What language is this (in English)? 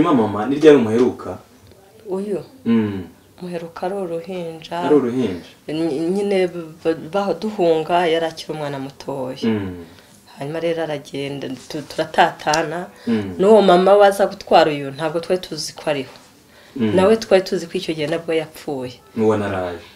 Kinyarwanda